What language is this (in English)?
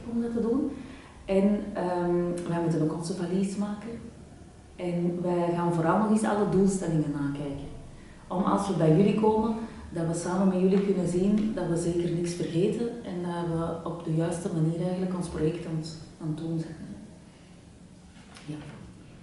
Dutch